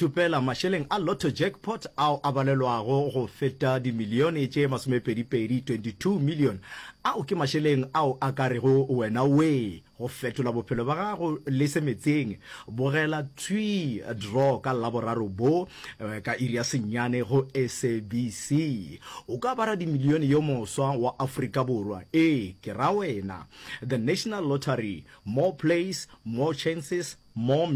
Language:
Northern Sotho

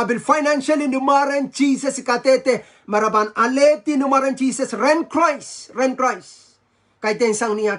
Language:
Pohnpeian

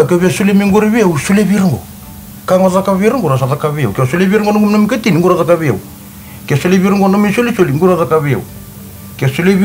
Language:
Fijian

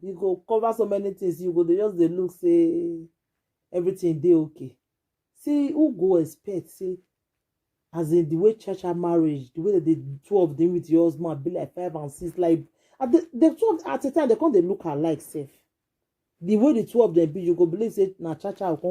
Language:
Nigerian Pidgin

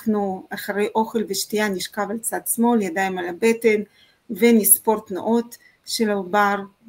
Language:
Hebrew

